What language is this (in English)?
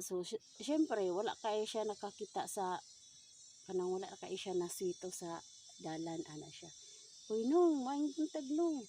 Cebuano